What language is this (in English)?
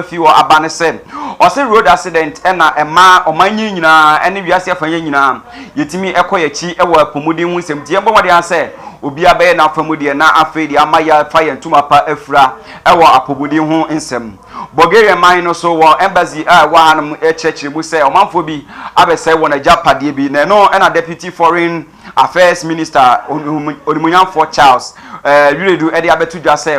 Akan